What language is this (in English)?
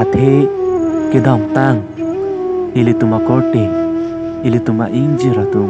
Karbi